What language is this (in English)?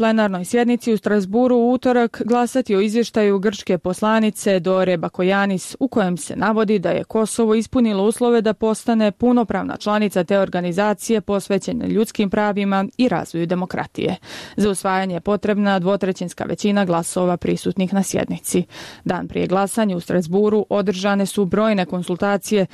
Bosnian